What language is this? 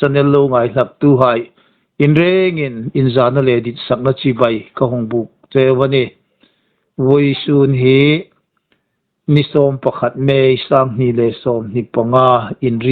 Hmar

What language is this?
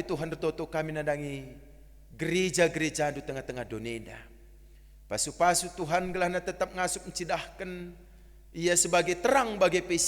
Batak Karo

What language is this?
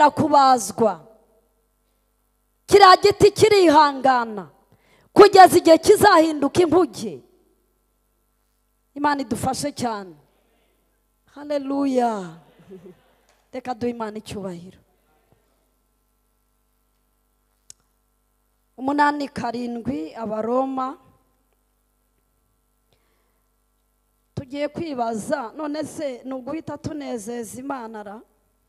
Kinyarwanda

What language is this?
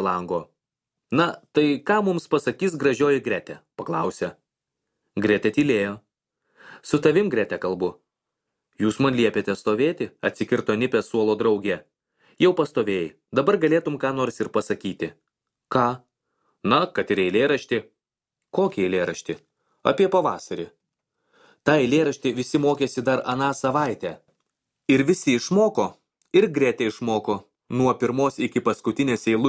Lithuanian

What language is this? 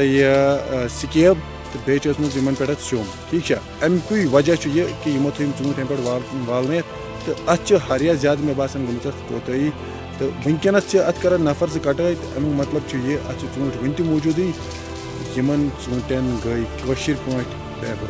Kashmiri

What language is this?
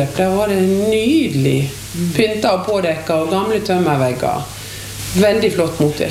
Norwegian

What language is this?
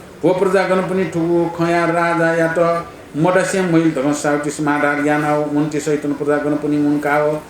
Newari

